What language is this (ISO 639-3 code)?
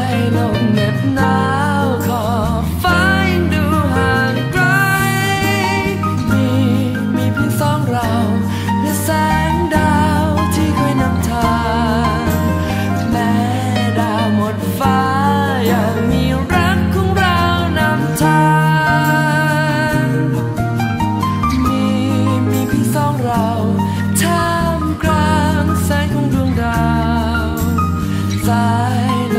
tha